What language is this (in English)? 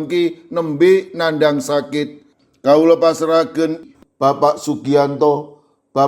Javanese